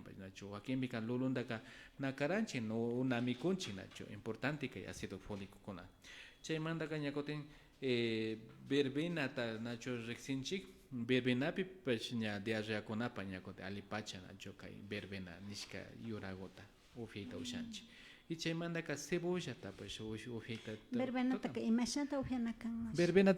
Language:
Imbabura Highland Quichua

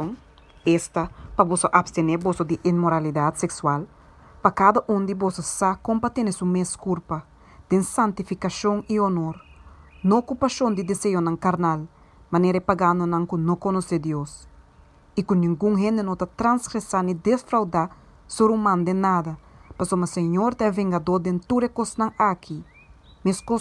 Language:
Papiamento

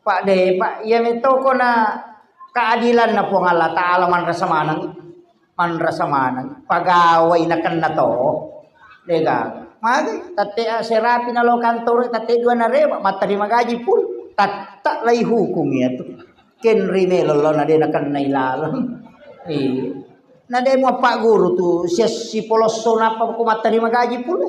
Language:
Buginese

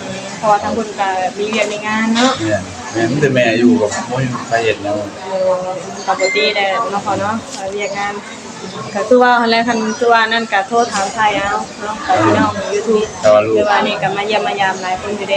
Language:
Northeastern Thai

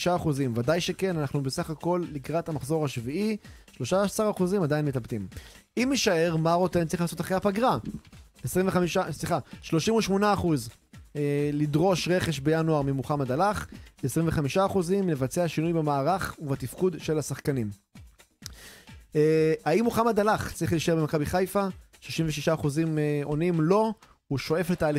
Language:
Hebrew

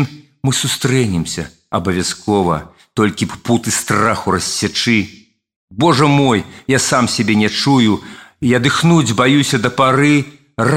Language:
Belarusian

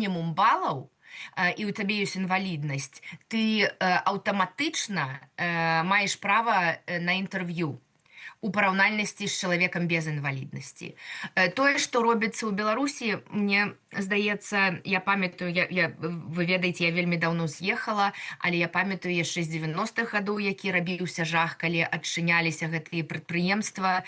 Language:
Belarusian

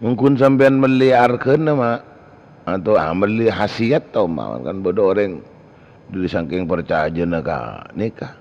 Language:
Madurese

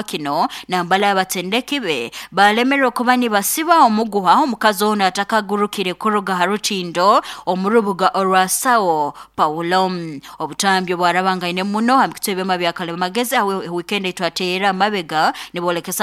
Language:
Nyoro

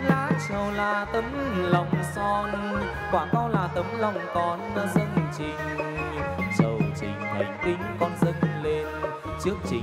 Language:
Vietnamese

